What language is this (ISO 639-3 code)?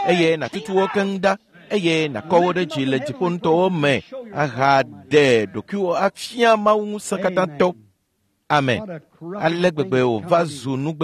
ewe